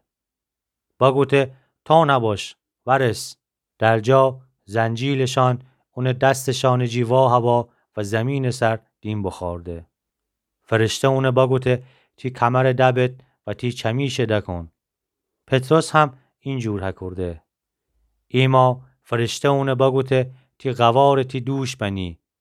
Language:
Gilaki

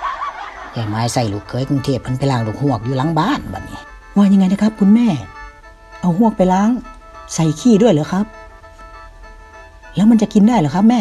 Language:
Northeastern Thai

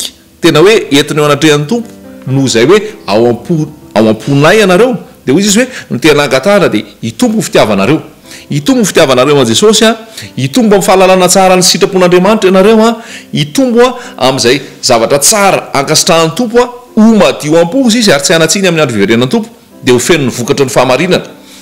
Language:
Malagasy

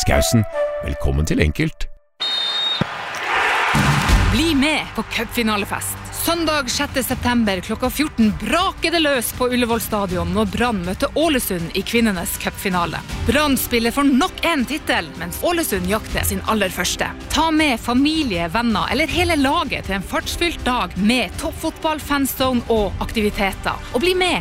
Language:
Norwegian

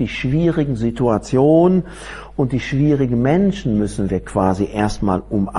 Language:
German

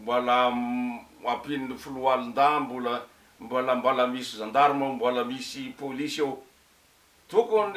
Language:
Malagasy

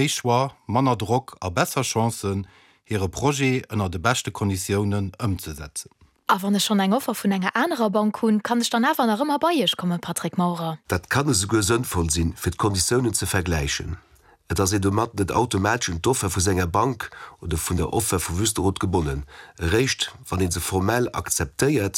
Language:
Luxembourgish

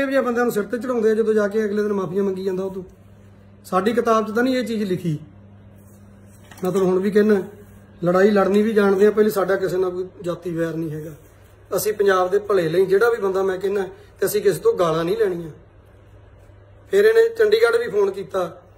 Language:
Punjabi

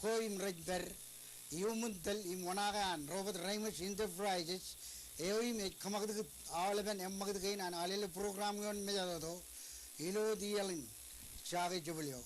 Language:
Marshallese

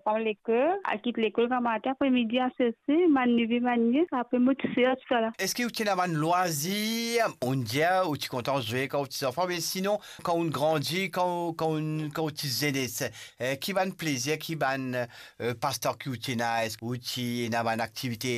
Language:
Morisyen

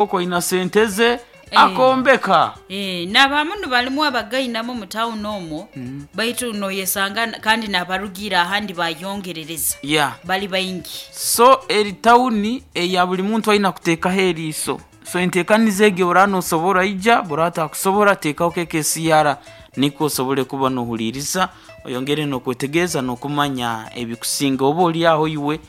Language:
Nyoro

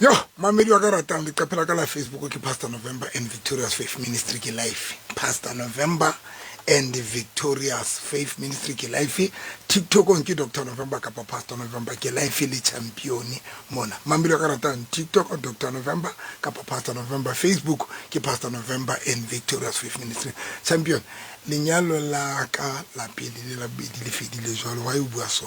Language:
Southern Sotho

